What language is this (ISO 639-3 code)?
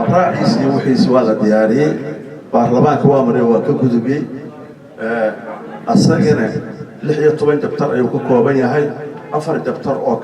som